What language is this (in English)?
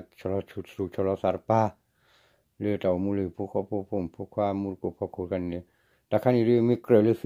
S'gaw Karen